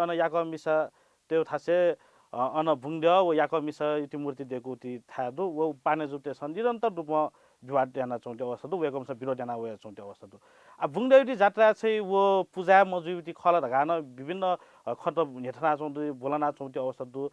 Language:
Newari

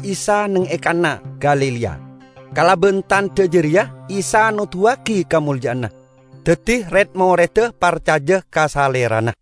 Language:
Madurese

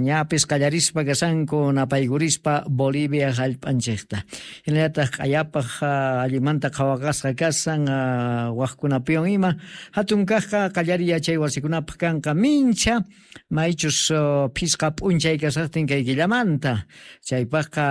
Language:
Quechua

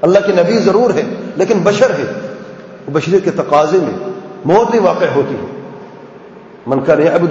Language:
Urdu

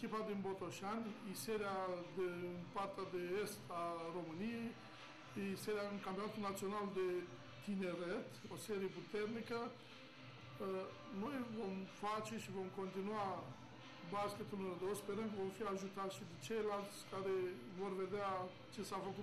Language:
Romanian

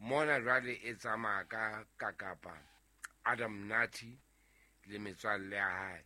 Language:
Southern Sotho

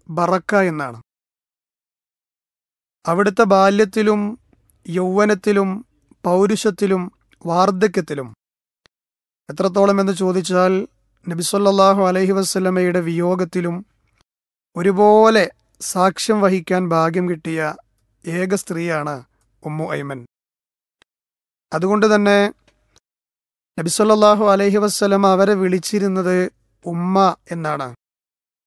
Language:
Malayalam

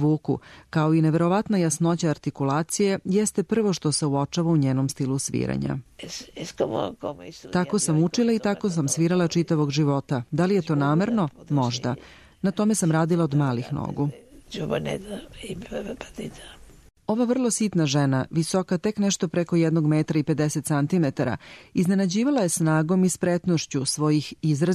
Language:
Serbian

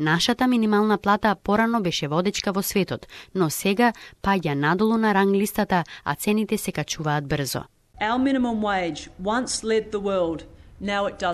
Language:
Macedonian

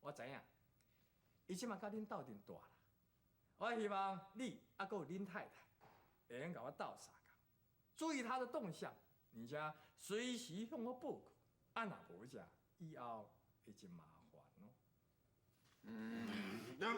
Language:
Min Nan Chinese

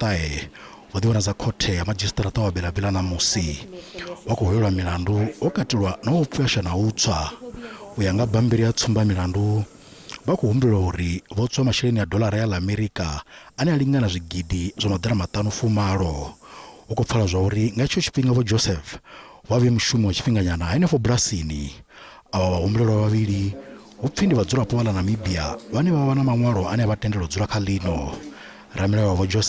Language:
Venda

